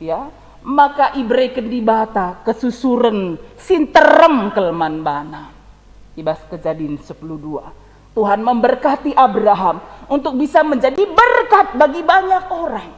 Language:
Batak Karo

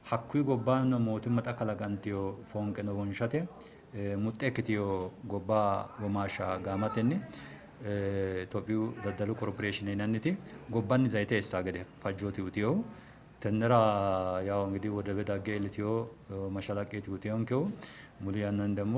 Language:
Sidamo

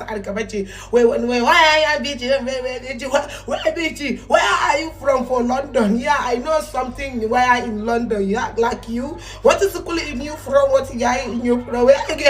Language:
Hausa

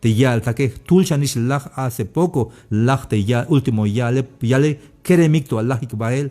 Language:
Tzeltal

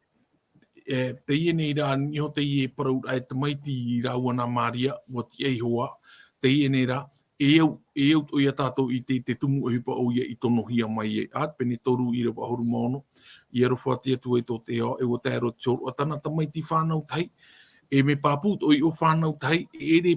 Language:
Tahitian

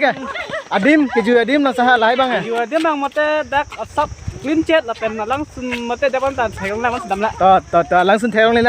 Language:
Karbi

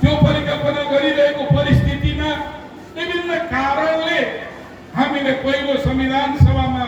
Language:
Nepali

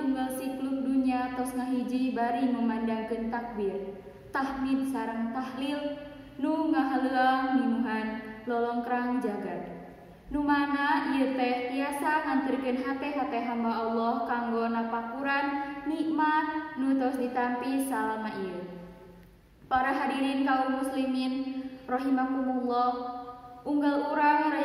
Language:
Sundanese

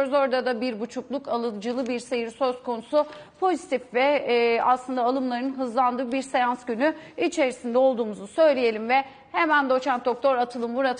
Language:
Turkish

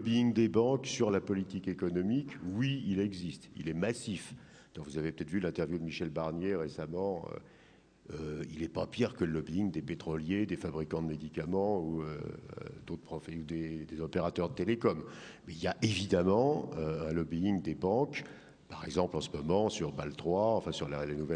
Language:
French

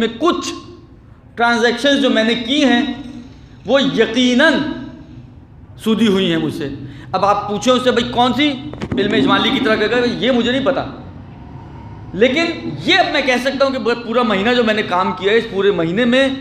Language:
Urdu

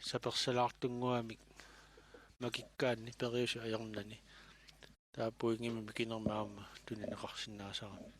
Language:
Kalaallisut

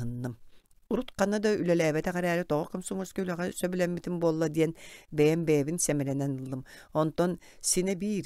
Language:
Yakut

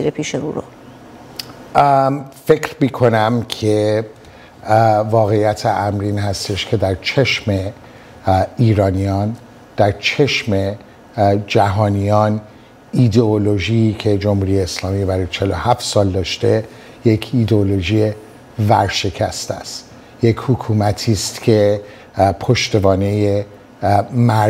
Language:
Persian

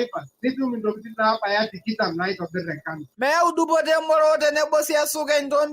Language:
Masai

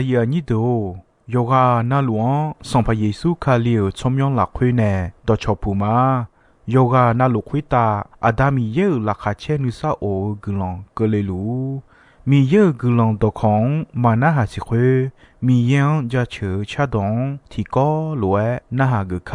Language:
Akha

